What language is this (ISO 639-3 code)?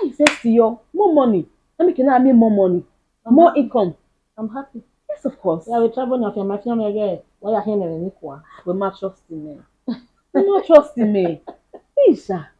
bin